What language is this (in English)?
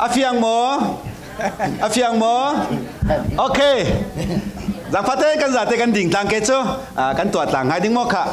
Falam Chin